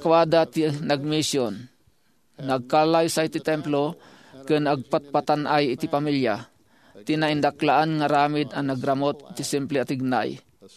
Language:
Iloko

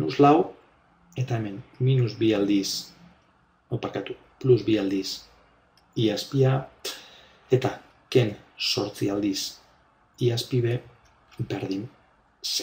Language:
Basque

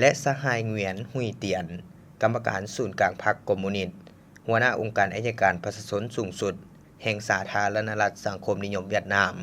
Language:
Lao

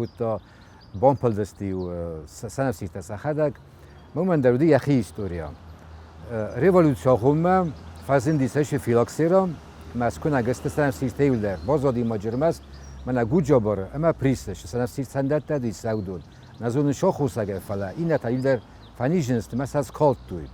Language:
Ossetic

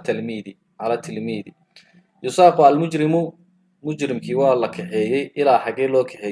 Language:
Somali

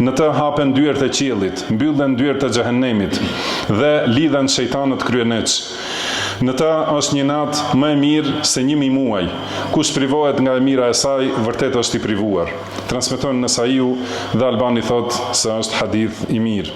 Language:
Albanian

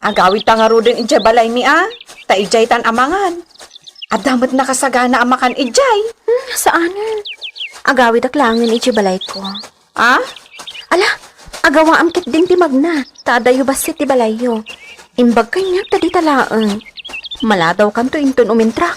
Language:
Iloko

